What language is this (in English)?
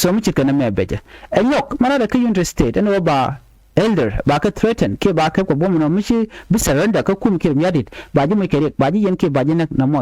Nuer